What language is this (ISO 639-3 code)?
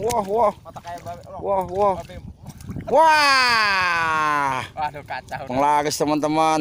bew